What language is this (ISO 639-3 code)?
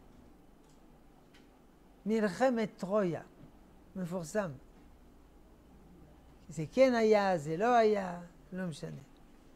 heb